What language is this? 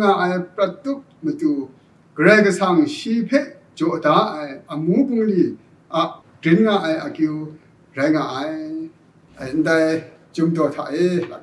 Kachin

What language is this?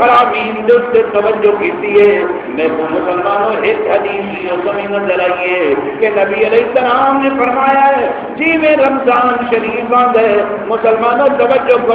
Saraiki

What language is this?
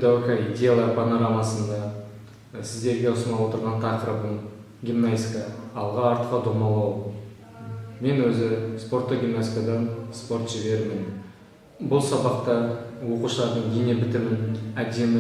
Kazakh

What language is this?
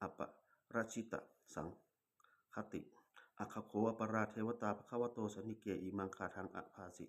Pali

